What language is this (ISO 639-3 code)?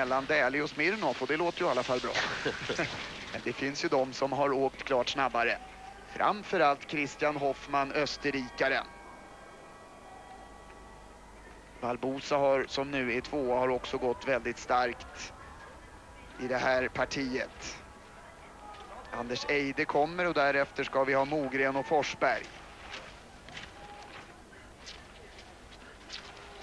swe